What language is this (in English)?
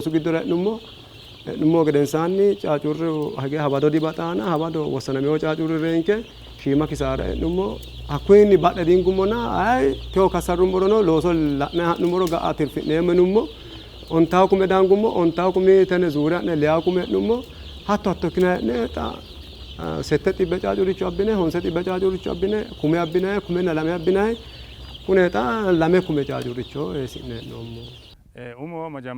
Sidamo